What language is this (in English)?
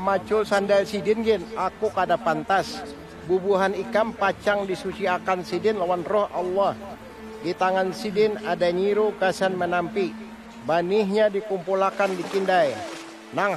Banjar